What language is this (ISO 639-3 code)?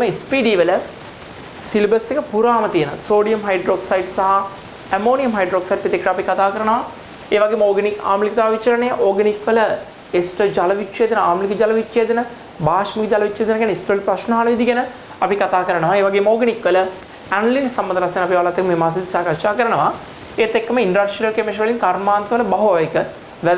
sin